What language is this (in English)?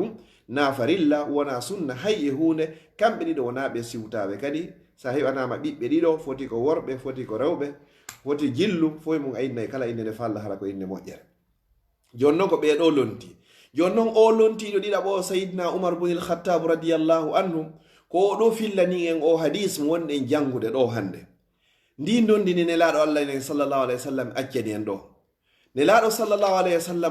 Fula